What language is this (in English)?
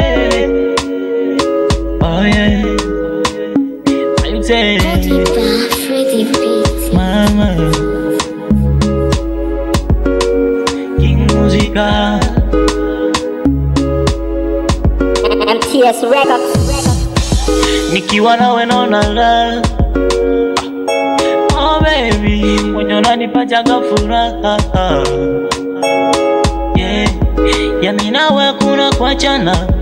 Swahili